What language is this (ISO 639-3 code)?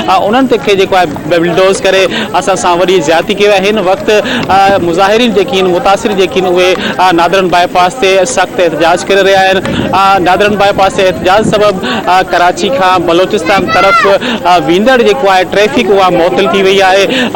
snd